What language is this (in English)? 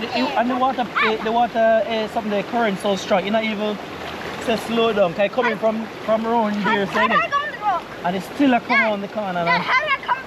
Jamaican Creole English